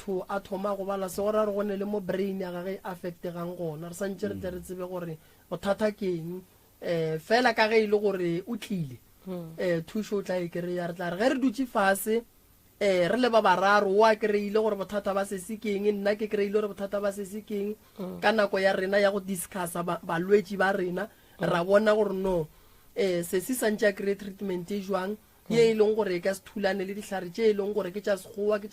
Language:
Northern Sotho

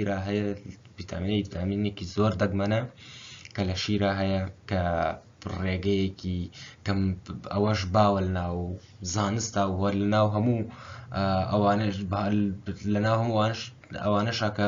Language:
Central Kurdish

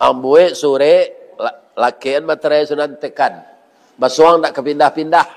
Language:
Minangkabau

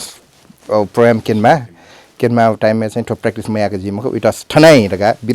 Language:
Newari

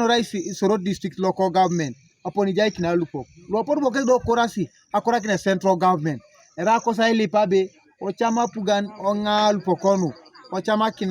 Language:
Teso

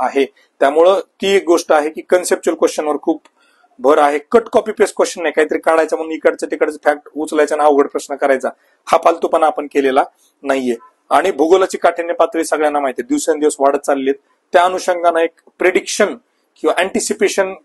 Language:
Marathi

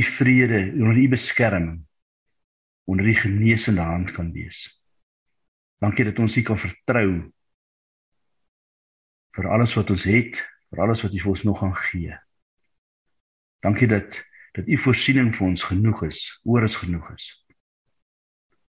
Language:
Afrikaans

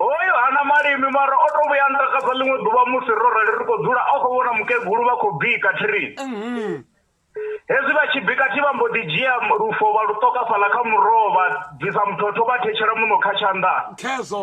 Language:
Venda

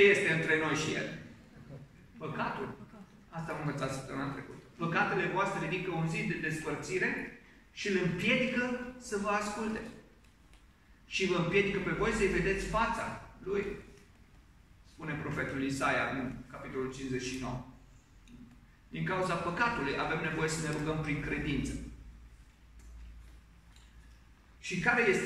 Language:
Romanian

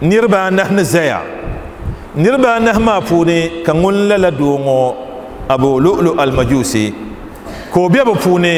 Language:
Dagbani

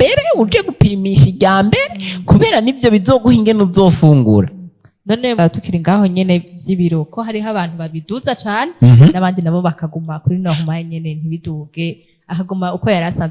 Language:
Rundi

